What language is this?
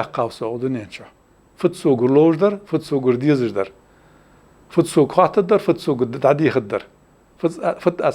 Ingush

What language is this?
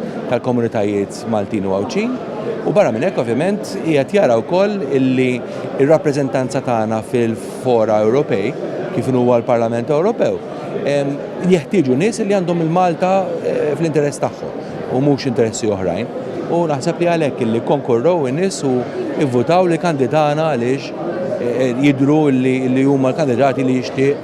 Maltese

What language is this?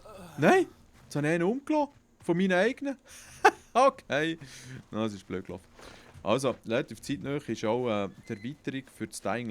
Swiss German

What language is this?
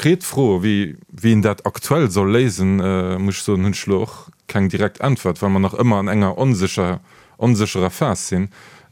Luxembourgish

